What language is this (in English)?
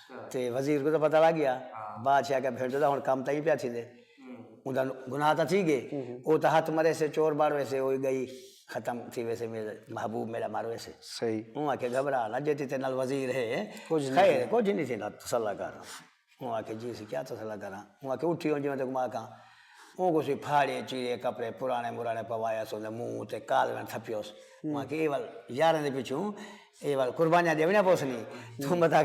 Saraiki